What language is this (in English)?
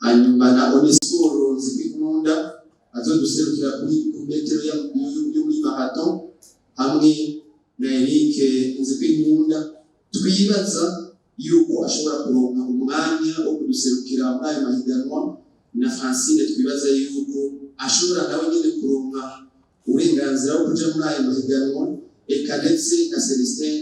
Rundi